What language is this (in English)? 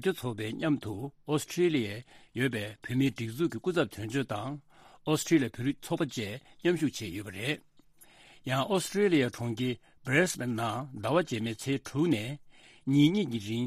Tibetan